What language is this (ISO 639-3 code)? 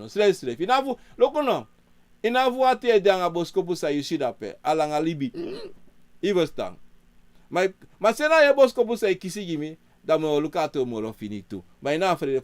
srn